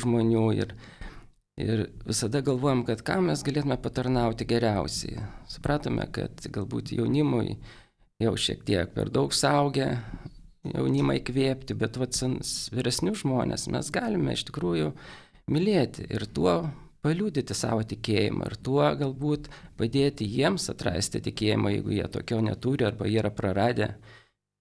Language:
Lithuanian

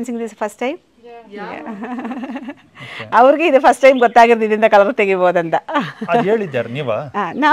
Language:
Kannada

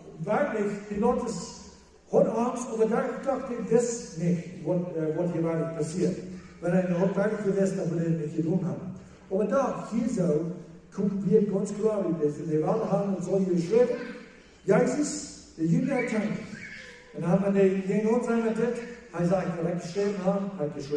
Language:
Plautdietsch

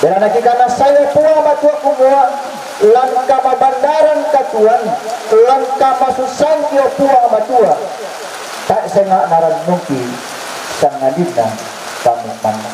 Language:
Toraja-Sa'dan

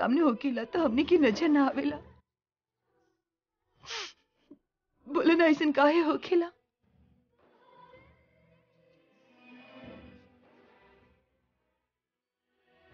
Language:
Bhojpuri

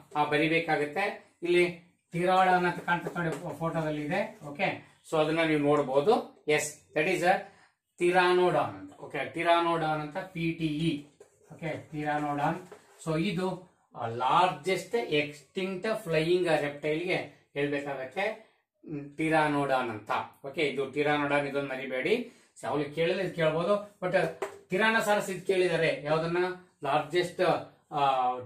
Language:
Kannada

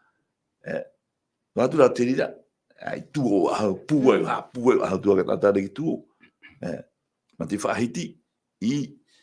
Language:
Tahitian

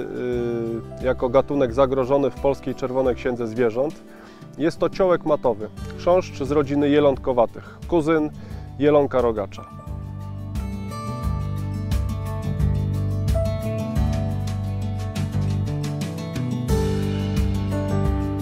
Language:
Polish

